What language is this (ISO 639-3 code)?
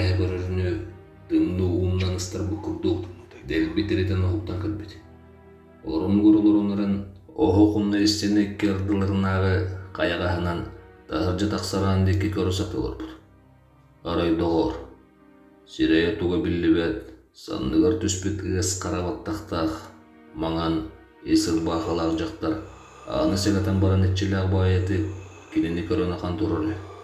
sah